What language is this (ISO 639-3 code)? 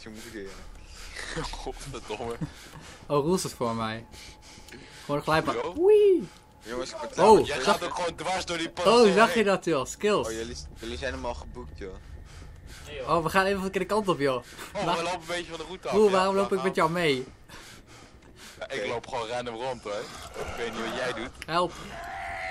nld